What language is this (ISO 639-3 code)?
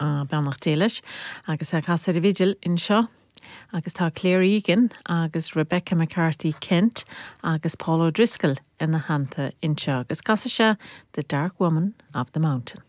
gle